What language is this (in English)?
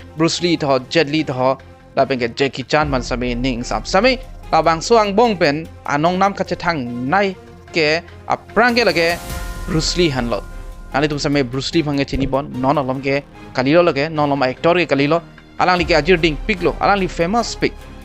Karbi